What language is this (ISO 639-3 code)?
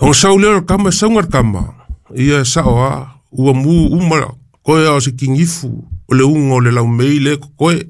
smo